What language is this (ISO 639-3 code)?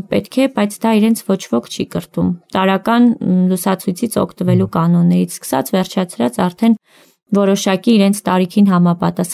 hye